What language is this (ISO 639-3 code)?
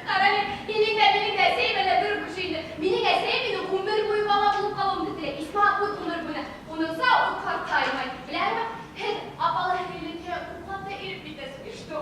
bak